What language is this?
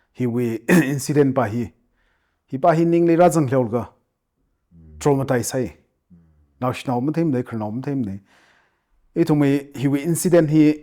Tangkhul Naga (India)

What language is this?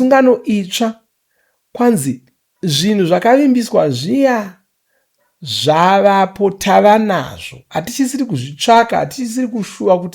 Shona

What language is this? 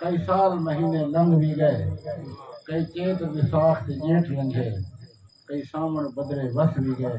Saraiki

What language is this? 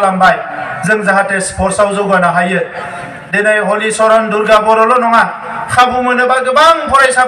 Bodo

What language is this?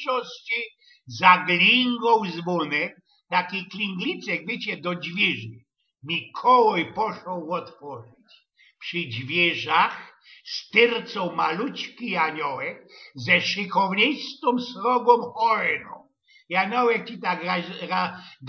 Silesian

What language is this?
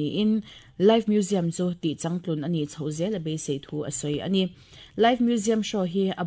Mizo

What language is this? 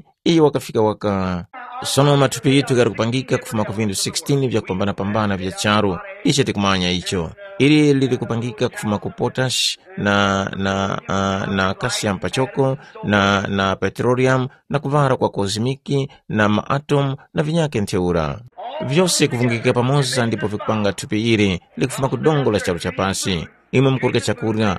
Tumbuka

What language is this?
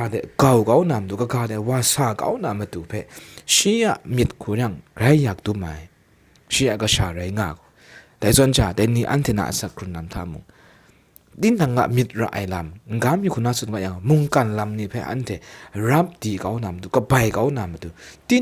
Kachin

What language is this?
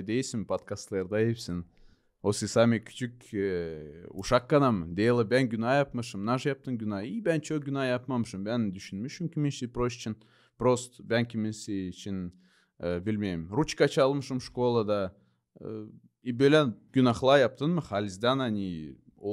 Gagauz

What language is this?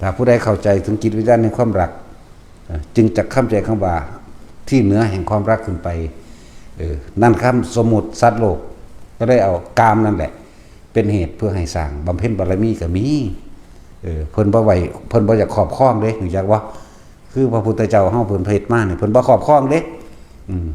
Northeastern Thai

